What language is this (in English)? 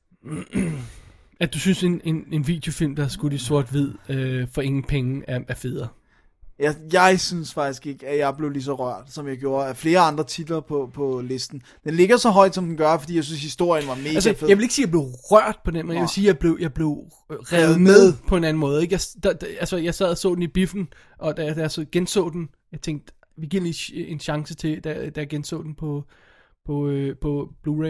Danish